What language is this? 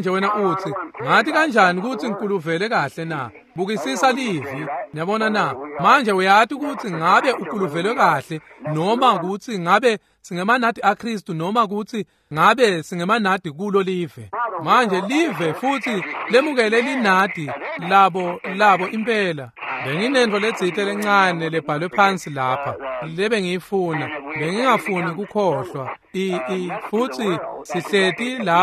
Swati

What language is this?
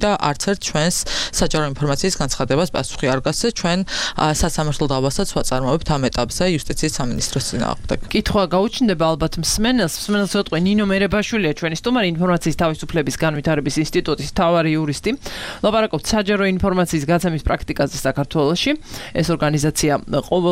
Georgian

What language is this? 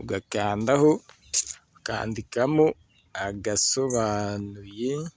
Kinyarwanda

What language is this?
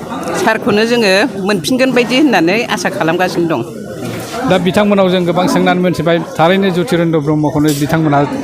Bodo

